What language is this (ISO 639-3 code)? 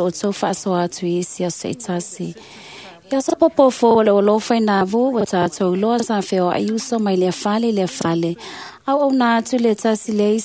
smo